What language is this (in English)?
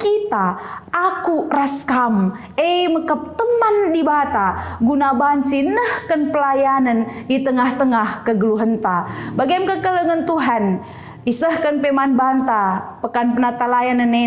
Batak Karo